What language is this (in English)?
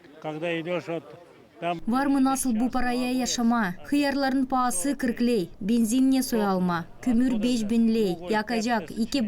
Gagauz